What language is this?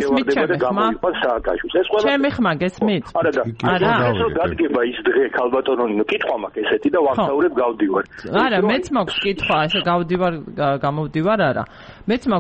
Georgian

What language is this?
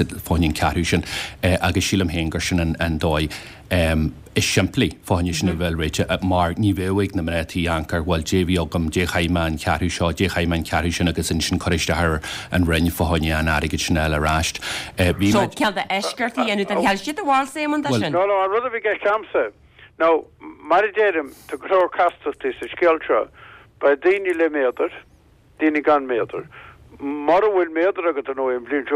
Irish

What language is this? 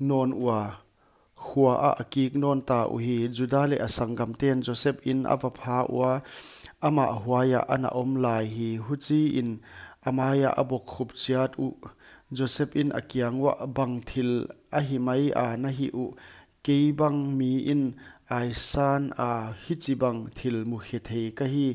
Paite Chin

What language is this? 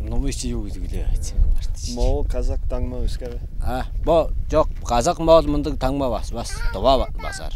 Tuvinian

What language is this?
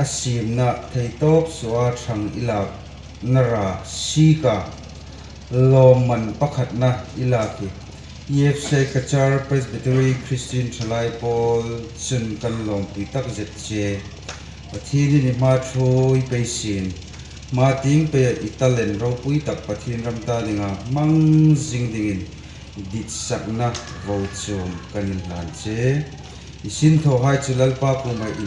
Hmar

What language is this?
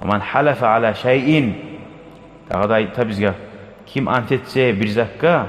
Kumyk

